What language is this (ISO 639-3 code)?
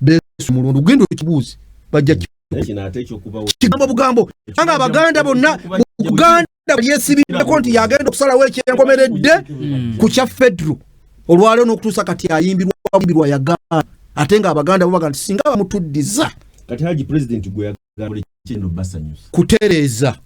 lug